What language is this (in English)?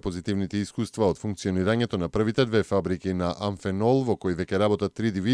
Macedonian